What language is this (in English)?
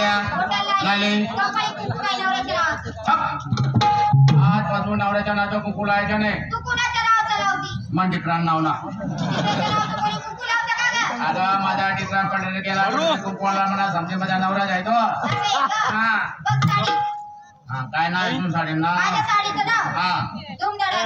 Marathi